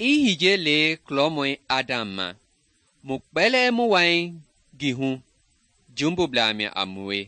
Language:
Mende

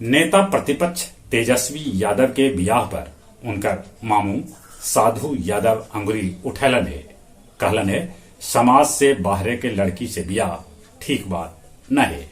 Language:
Magahi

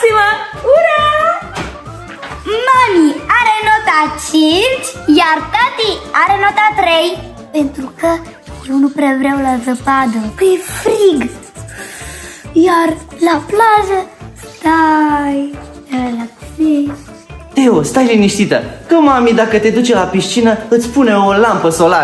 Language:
Romanian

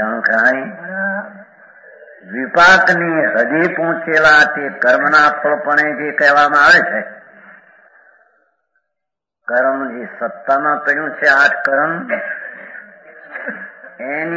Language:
Gujarati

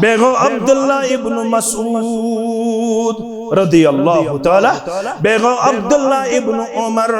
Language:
Kashmiri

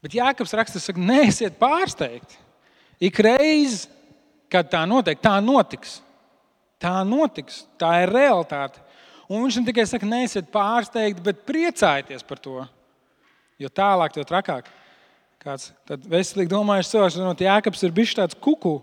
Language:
Latvian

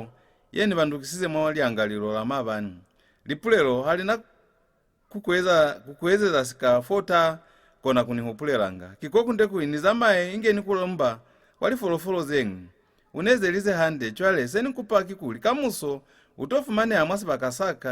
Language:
Lozi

